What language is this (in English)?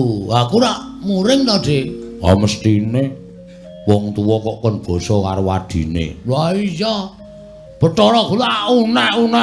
Javanese